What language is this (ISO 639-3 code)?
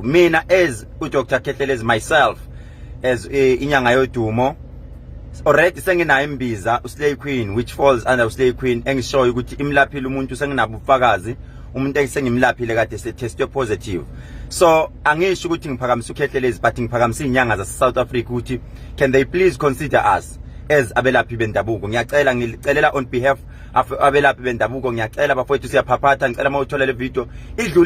zul